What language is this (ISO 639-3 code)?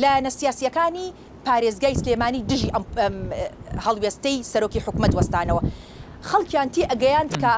ckb